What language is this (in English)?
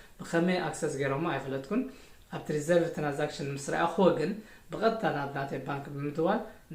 Tigrinya